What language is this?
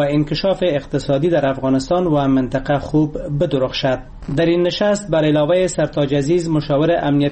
Persian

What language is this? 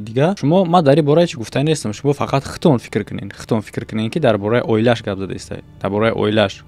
Tajik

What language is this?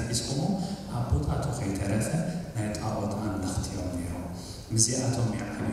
Tigrinya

